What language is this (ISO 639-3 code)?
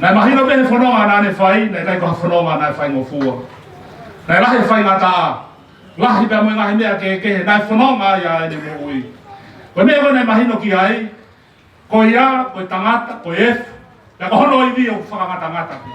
ton